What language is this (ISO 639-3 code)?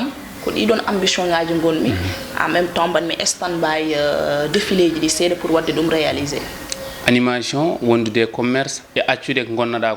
ful